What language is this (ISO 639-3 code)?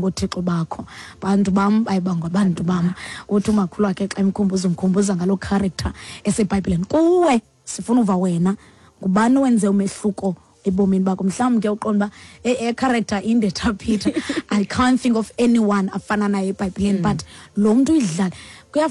xho